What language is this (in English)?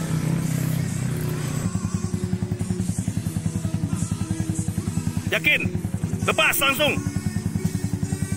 Malay